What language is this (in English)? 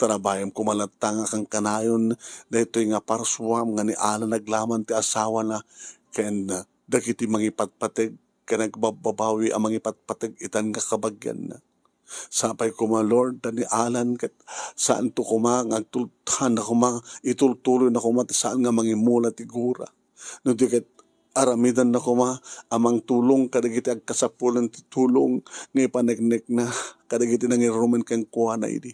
Iloko